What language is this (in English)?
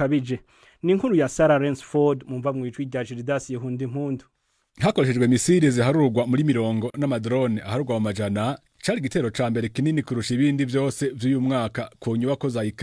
Rundi